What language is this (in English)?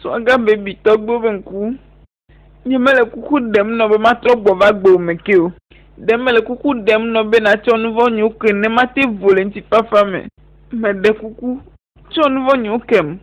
Ewe